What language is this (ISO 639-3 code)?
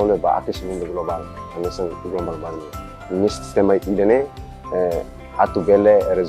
tet